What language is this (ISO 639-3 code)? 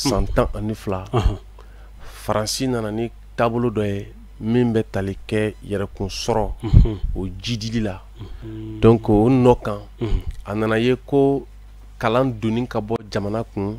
bam